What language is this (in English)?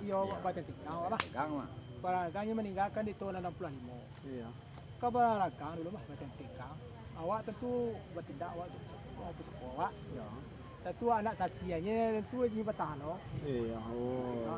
Minangkabau